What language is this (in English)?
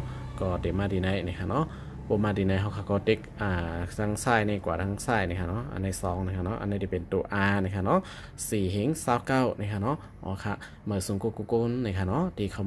Shan